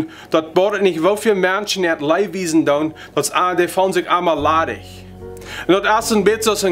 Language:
Plautdietsch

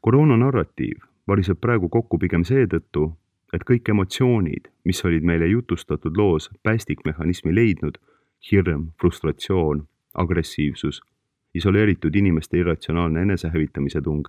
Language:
Estonian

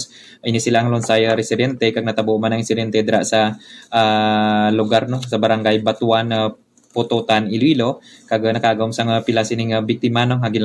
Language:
Hiligaynon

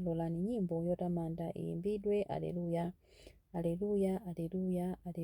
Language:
Nyanja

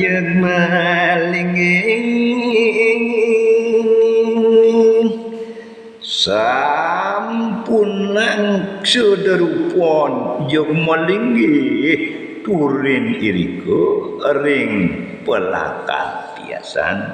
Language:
Balinese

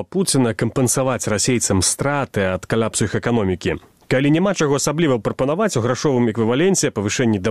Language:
Belarusian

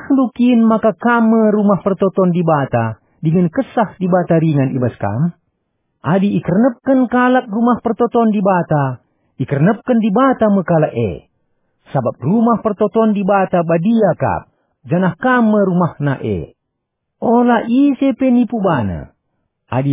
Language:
Batak Karo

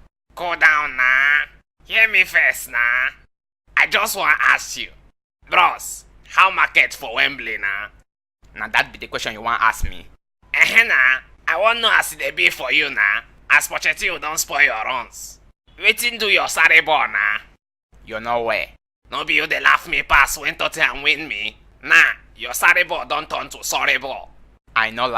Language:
Nigerian Pidgin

